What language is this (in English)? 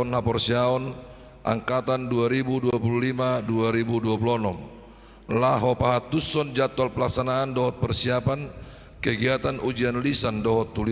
Batak Toba